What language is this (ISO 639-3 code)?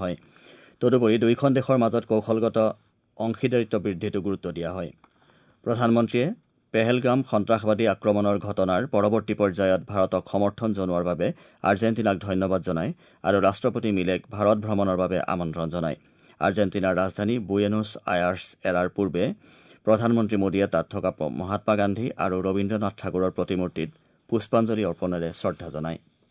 asm